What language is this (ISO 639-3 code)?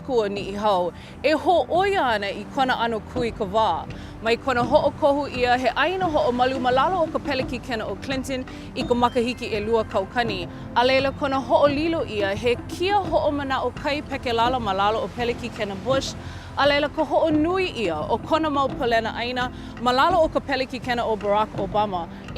haw